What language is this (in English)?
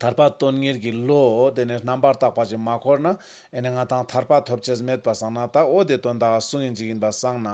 Ladakhi